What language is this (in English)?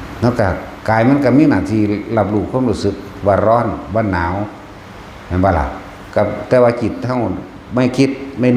Lao